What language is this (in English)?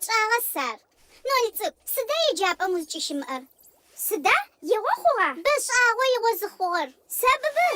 Adyghe